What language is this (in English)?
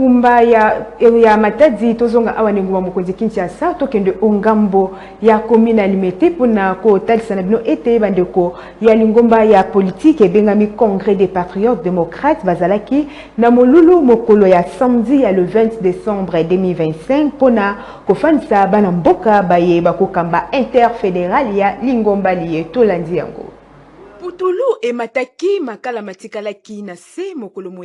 Lingala